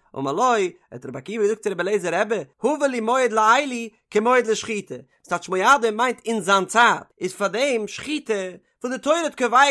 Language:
Yiddish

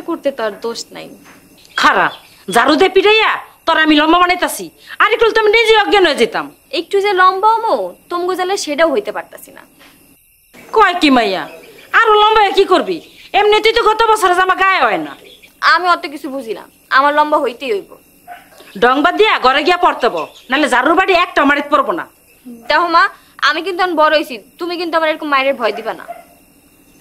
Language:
Bangla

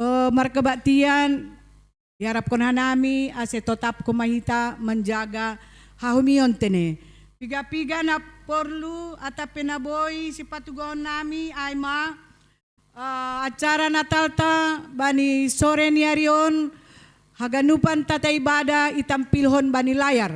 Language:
Batak Simalungun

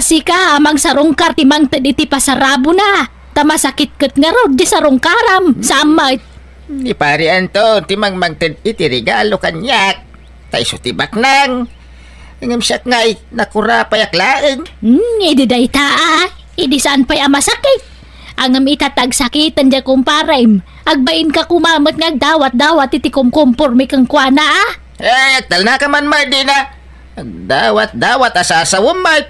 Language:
Iloko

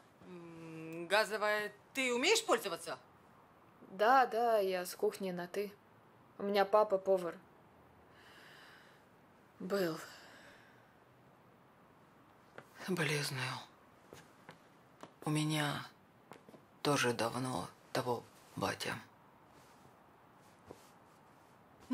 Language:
Russian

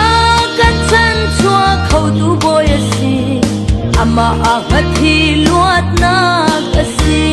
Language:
Hakha Chin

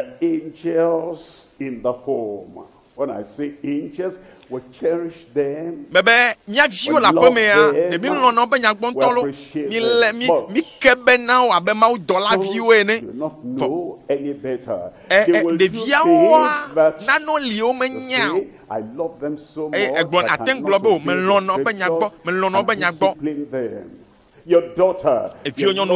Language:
Ewe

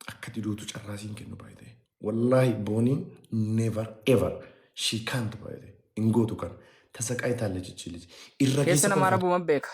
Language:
Oromo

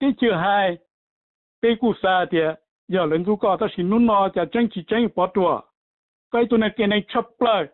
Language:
Hmong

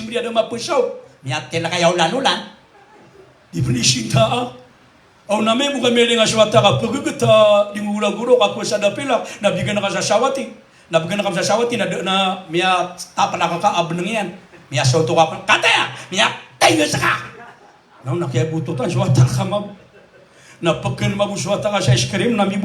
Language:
Maranao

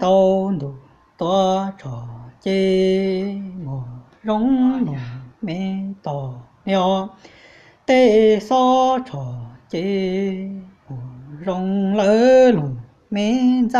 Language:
Hmong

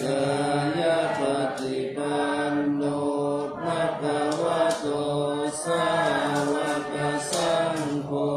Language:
Pali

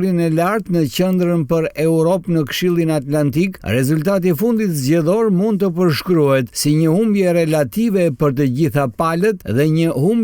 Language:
Albanian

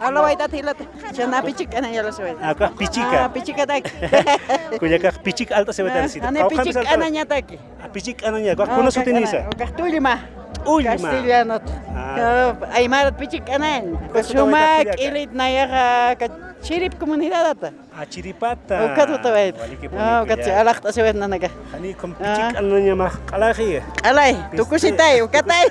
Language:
Aymara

